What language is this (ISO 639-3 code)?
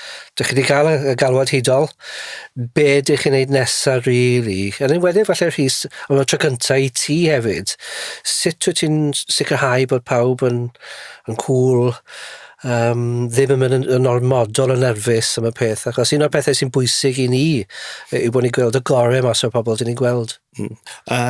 cym